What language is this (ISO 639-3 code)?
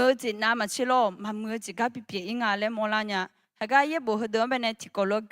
ahk